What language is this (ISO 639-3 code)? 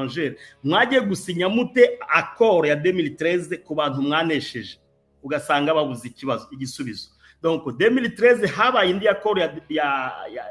kin